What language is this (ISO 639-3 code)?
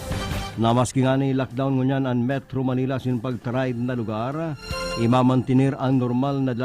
bik